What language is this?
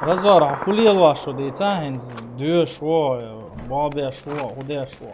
Chechen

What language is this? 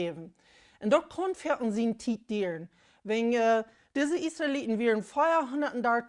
Plautdietsch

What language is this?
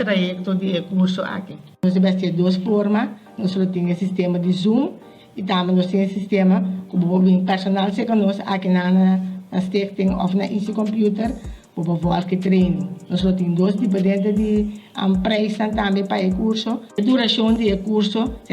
Papiamento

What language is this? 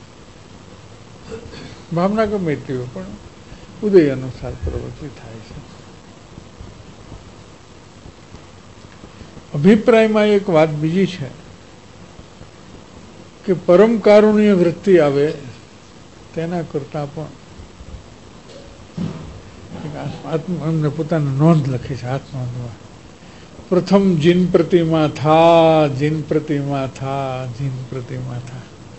Gujarati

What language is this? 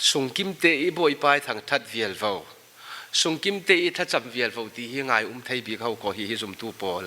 Falam Chin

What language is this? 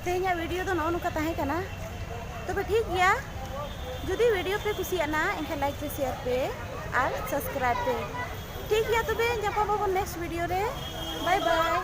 Santali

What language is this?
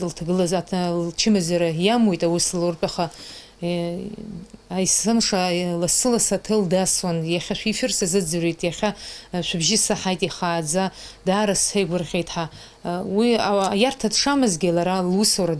Abkhazian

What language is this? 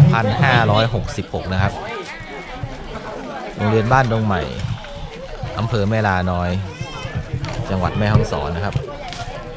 Thai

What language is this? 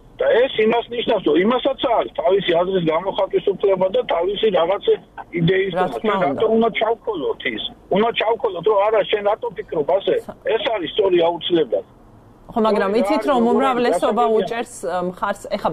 Georgian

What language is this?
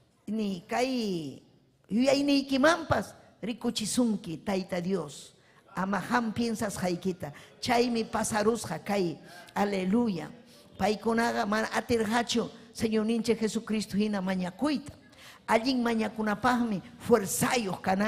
Ayacucho Quechua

